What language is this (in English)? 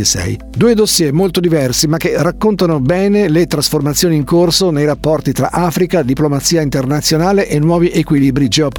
Italian